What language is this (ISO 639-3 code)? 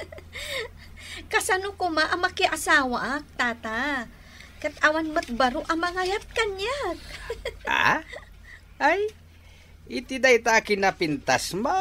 ilo